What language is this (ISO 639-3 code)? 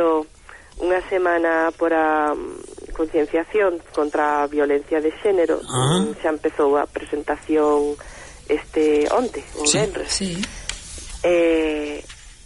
glg